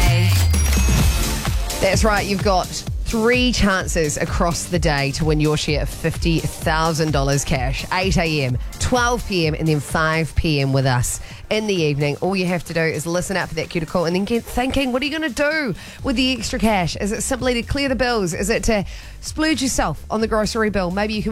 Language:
English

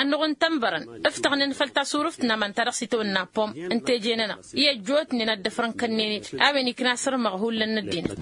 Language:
Tamasheq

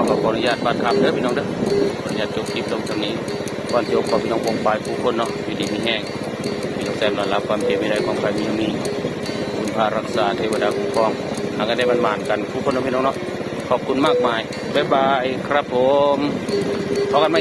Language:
Northeastern Thai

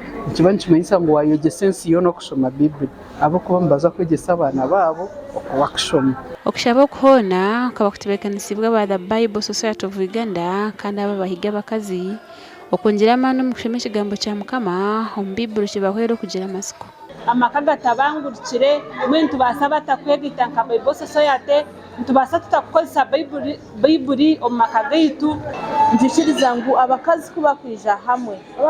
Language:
Nyankole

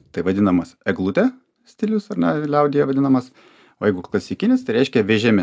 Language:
Lithuanian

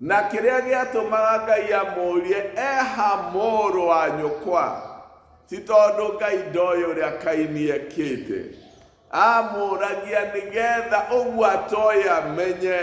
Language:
Kikuyu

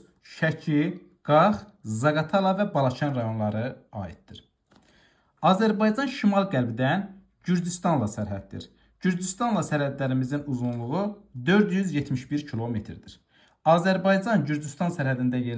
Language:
Azerbaijani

